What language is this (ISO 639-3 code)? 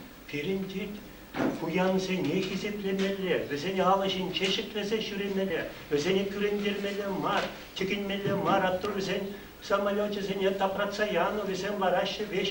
chv